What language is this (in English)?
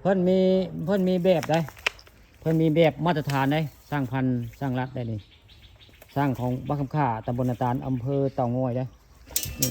Northeastern Thai